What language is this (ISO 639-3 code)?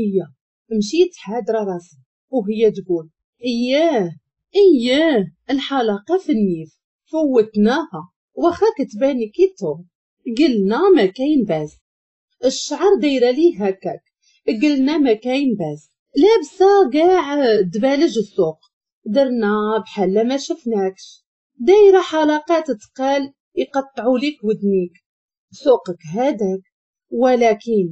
ary